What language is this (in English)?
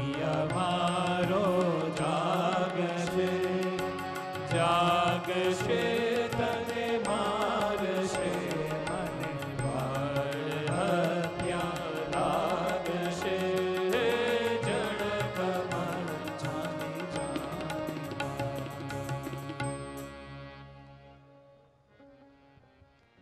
Gujarati